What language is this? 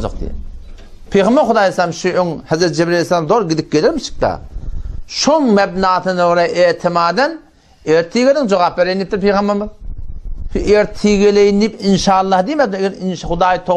Turkmen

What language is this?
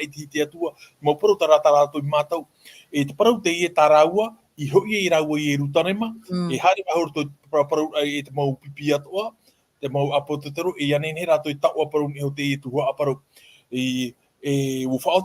Tahitian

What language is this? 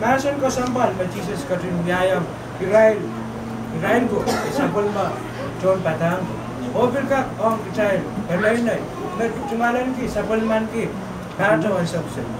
Pohnpeian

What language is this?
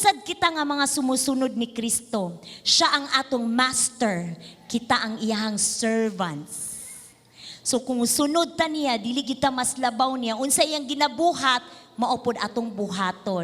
Cebuano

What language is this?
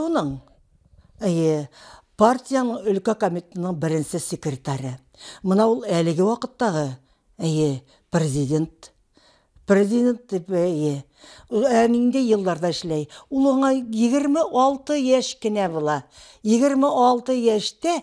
Bashkir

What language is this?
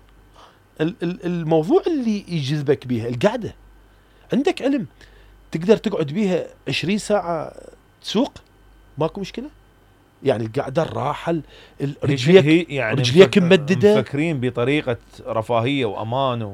Mesopotamian Arabic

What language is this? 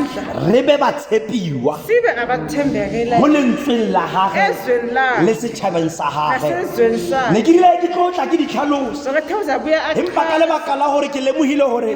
Tswana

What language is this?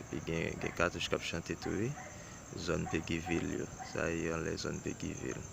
Haitian Creole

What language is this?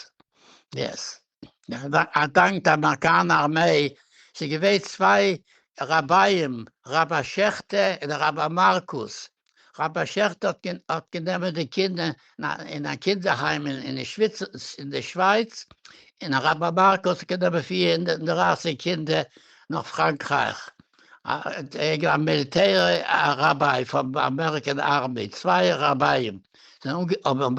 Yiddish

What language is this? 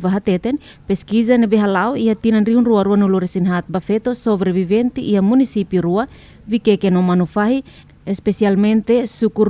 Tetum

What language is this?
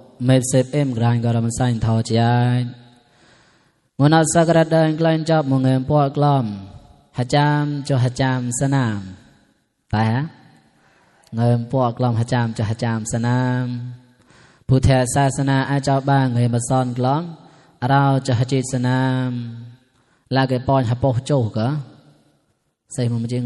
Mon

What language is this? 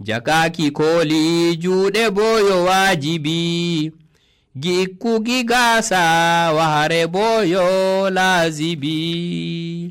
Nigerian Fulfulde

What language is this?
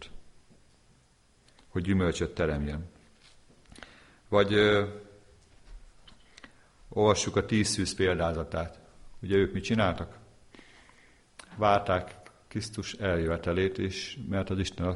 Hungarian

